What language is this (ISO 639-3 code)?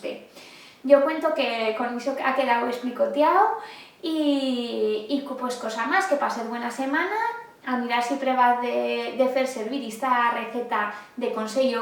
arg